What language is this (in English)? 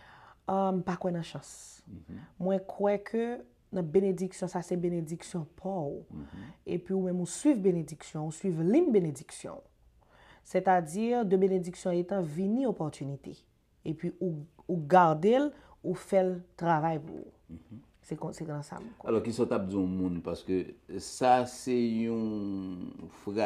Haitian Creole